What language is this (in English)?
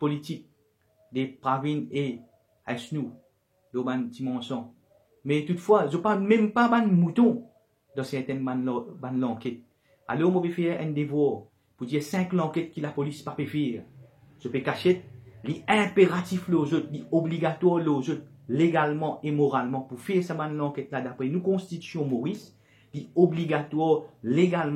Morisyen